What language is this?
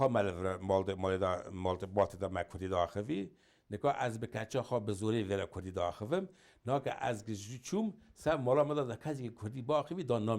Kurdish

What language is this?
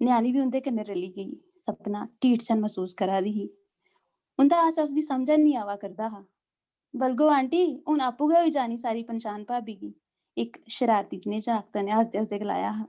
Dogri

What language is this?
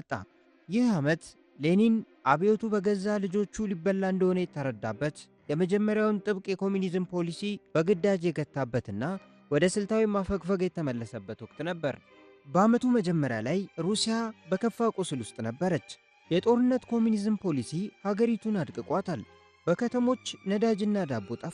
Amharic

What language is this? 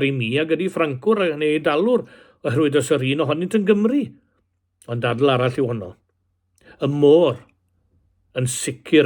Welsh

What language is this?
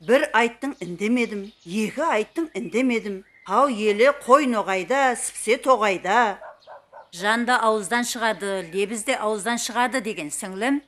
Kara-Kalpak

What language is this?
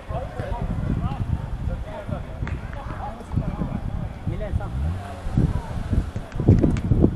Bulgarian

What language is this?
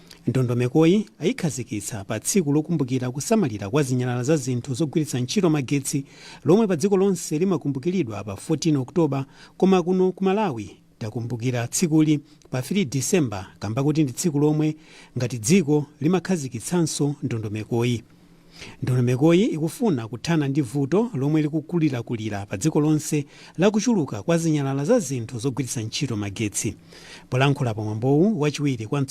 Nyanja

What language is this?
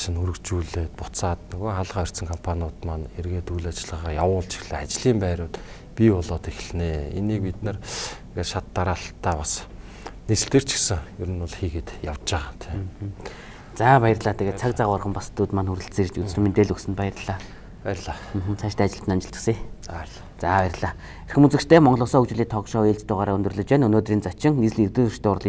Mongolian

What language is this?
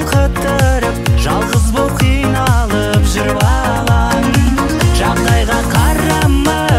Kazakh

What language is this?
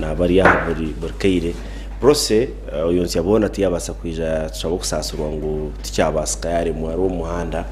Nyankole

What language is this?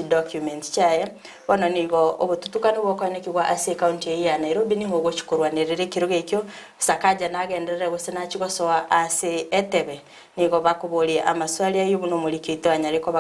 Gusii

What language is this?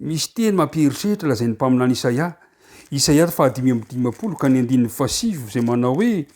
Malagasy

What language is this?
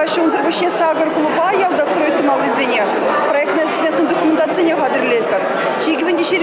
Chuvash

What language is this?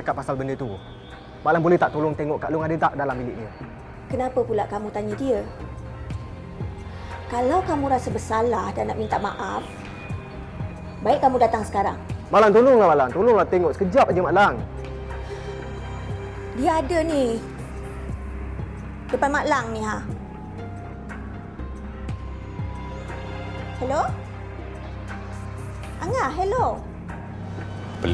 Malay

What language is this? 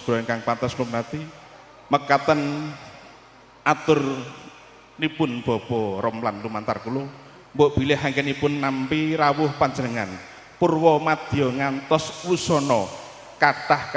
Javanese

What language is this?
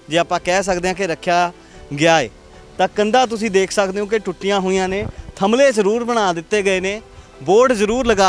Punjabi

